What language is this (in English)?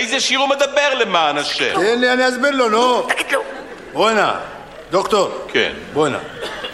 Hebrew